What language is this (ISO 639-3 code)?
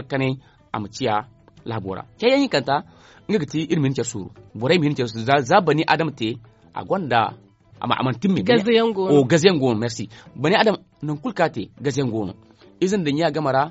dje